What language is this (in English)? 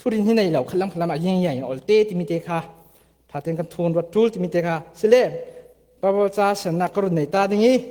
Falam Chin